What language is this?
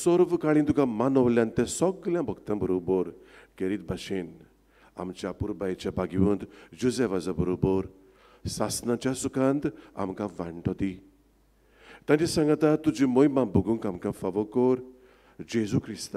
Konkani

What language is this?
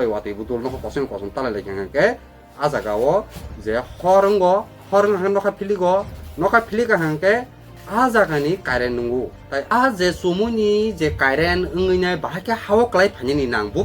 Kok Borok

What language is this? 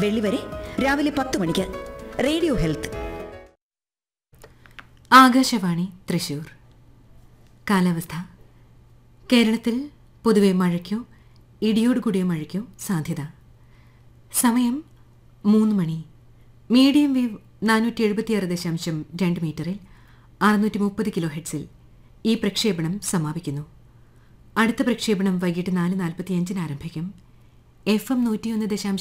Malayalam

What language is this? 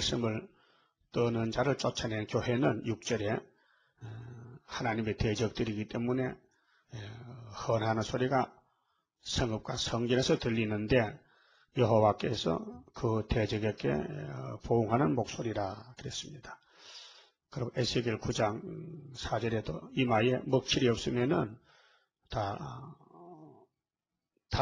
Korean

